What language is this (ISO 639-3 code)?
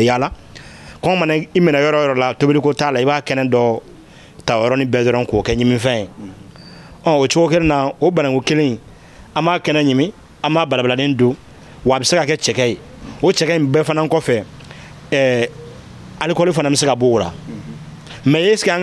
bam